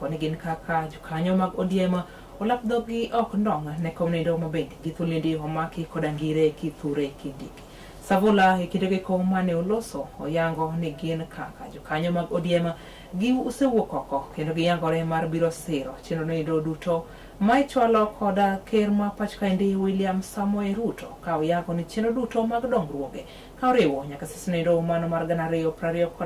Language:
Luo (Kenya and Tanzania)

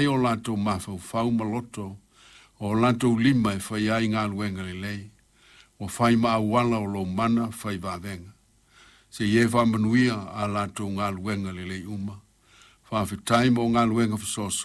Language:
Samoan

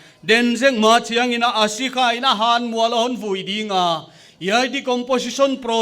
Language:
Paite Chin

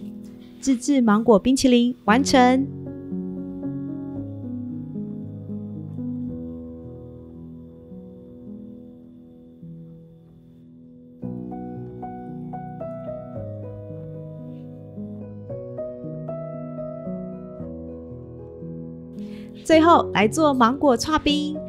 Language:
Chinese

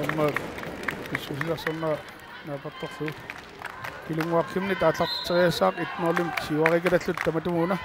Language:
Kalaallisut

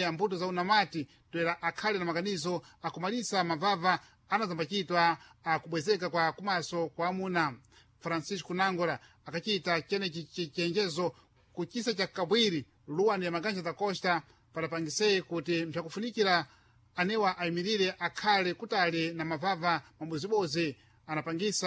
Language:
Sena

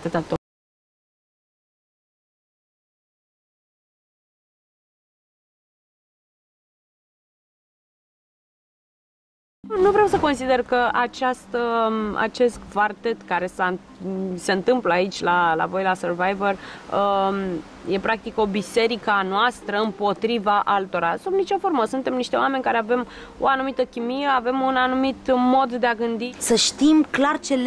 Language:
Romanian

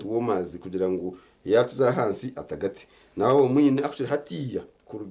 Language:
Nyankole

